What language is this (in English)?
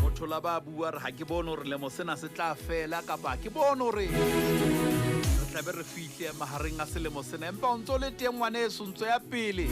Southern Sotho